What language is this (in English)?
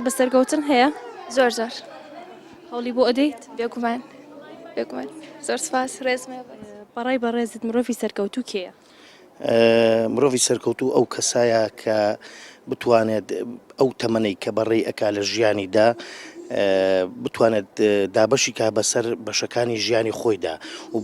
Central Kurdish